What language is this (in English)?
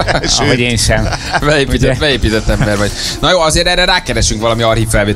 Hungarian